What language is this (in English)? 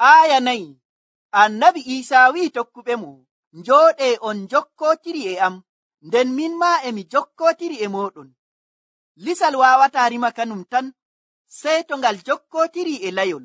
Nigerian Fulfulde